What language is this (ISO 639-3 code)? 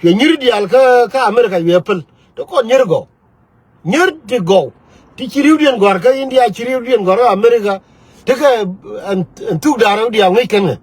nus